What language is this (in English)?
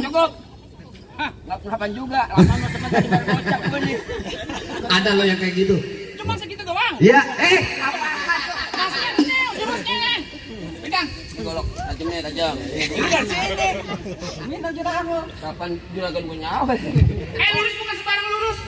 Betawi